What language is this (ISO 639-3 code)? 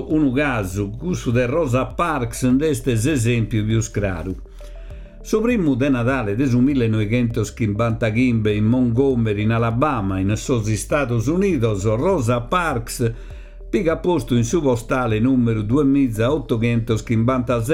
srd